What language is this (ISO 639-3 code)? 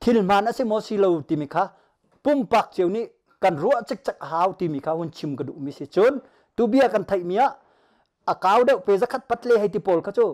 cnh